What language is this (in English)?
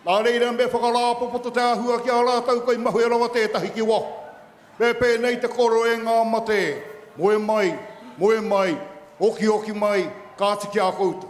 Māori